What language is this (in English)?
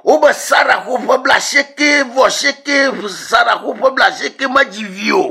Ewe